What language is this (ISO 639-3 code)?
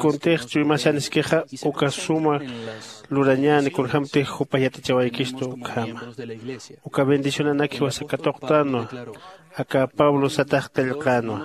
aym